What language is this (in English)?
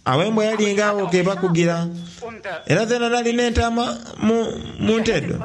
Soga